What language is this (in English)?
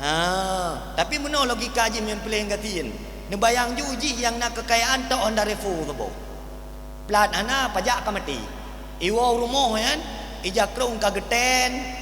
Achinese